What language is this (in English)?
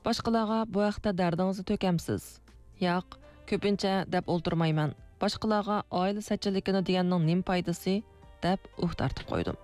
Uyghur